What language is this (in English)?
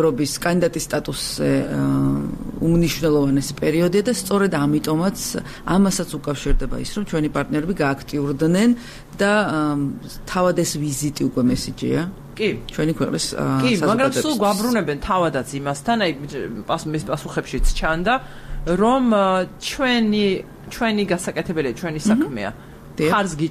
Georgian